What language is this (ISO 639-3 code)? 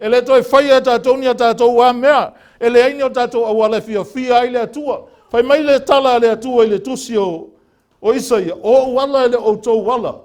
smo